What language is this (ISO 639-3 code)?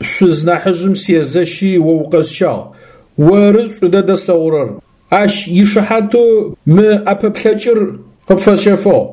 ady